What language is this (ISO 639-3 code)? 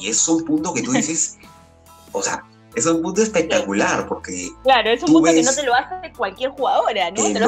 spa